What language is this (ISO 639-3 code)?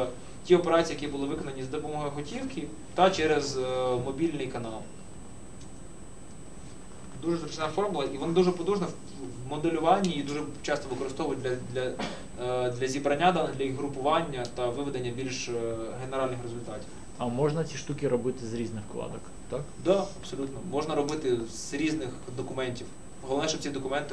ukr